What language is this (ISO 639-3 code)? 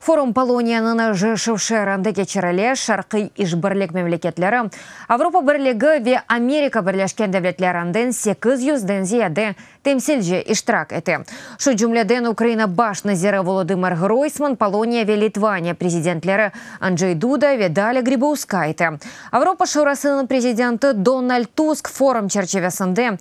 crh